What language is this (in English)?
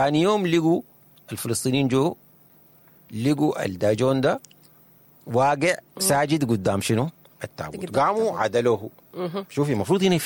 Sudanese Arabic